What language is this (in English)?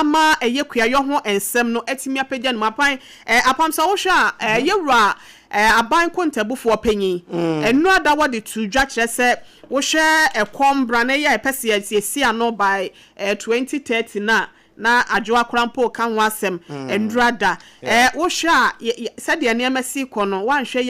Akan